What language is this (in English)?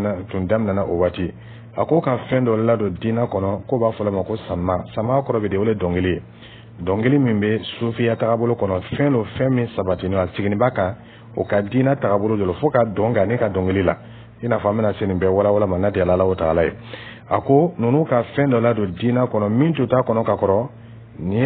Dyula